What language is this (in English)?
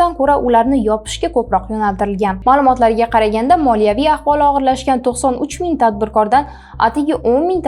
Uzbek